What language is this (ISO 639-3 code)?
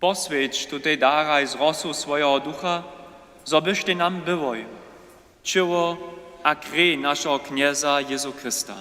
hsb